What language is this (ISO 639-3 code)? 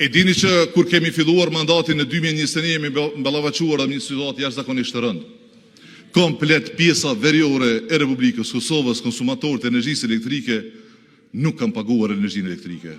sqi